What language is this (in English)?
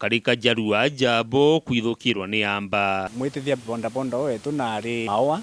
Meru